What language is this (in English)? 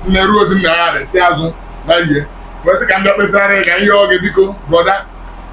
Igbo